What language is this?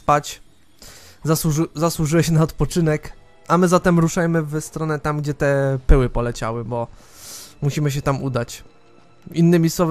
Polish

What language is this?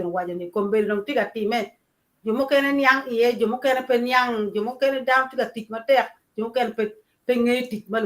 Acoli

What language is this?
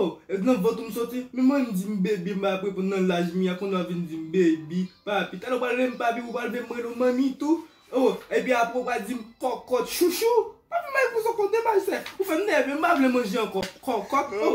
Haitian Creole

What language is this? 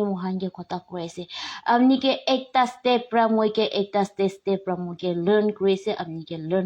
Naga Pidgin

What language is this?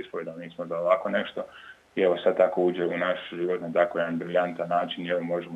Croatian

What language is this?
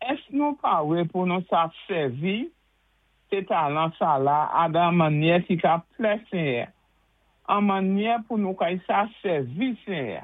Saint Lucian Creole French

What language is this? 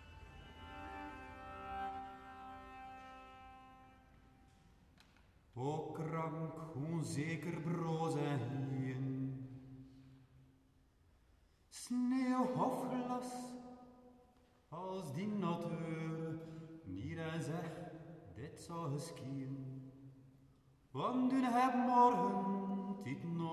Dutch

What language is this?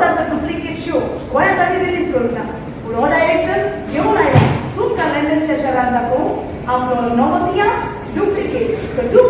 Konkani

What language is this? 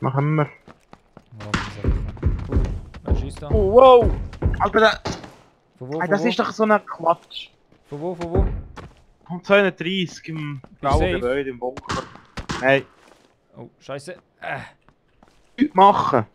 Swiss German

